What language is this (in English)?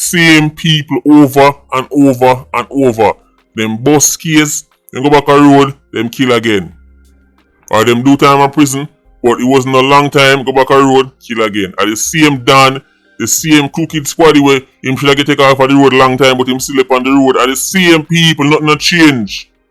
Jamaican Creole English